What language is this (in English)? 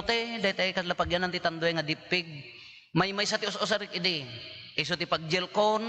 Iloko